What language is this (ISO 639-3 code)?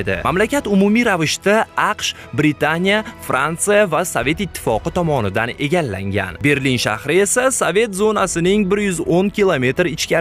uzb